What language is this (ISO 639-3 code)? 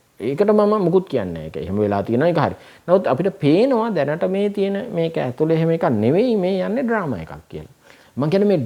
sin